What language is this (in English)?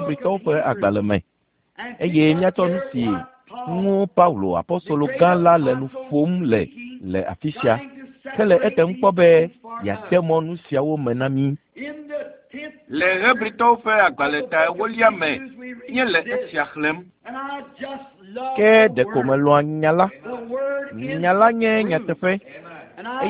Ewe